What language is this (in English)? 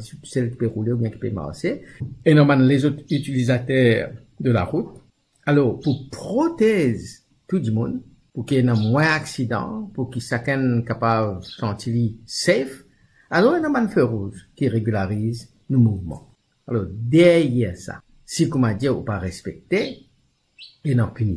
Morisyen